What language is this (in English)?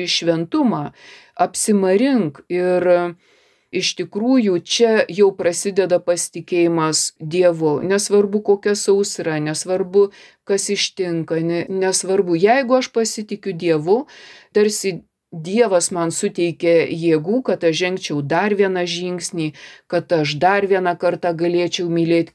Lithuanian